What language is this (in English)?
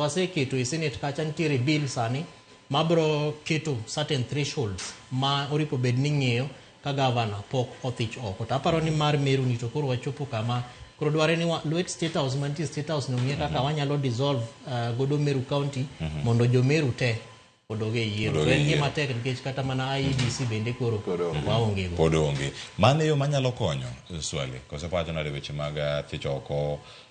Luo (Kenya and Tanzania)